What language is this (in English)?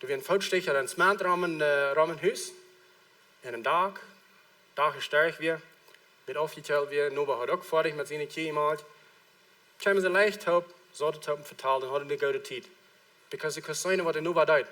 Plautdietsch